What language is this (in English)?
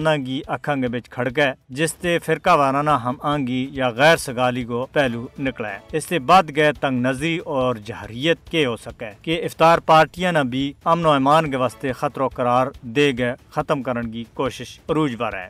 Gujari